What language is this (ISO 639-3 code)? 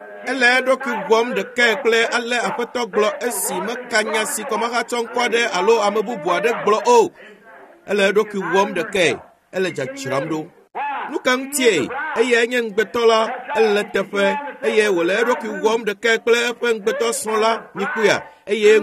ewe